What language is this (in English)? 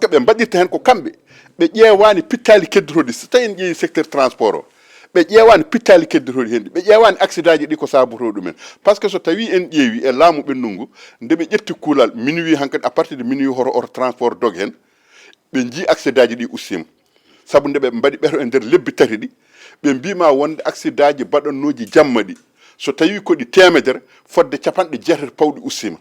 Fula